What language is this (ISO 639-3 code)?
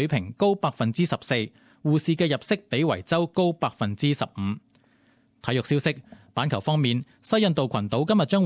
yue